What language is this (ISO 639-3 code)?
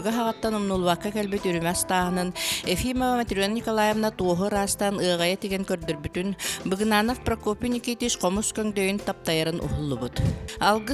sah